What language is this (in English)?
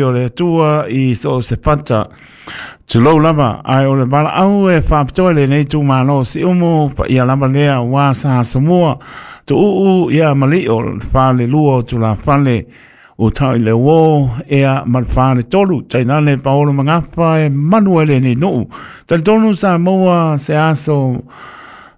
Samoan